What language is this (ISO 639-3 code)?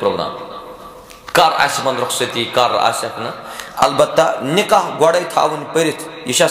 kas